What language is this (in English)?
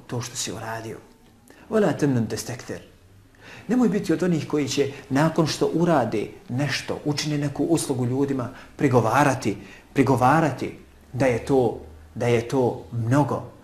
Bosnian